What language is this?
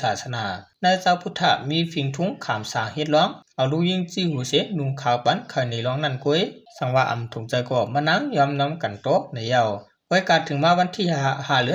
Shan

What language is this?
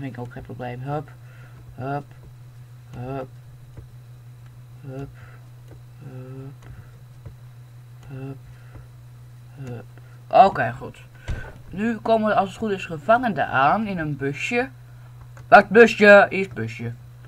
Dutch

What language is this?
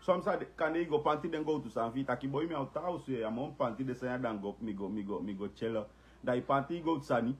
Sranan Tongo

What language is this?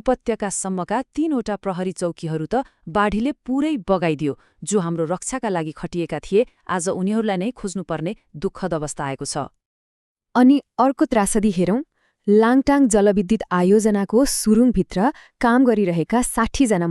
Nepali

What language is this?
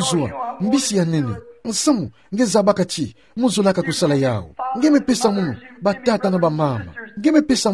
Kituba (Democratic Republic of Congo)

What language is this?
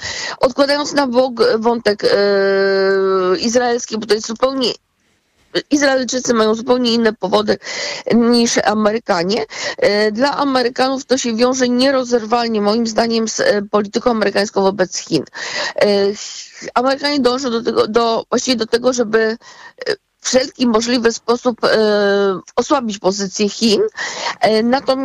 Polish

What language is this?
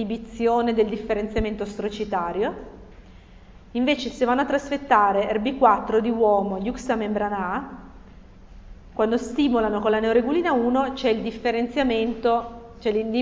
Italian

